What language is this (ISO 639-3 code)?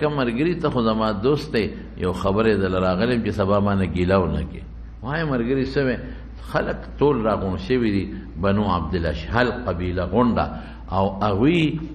pus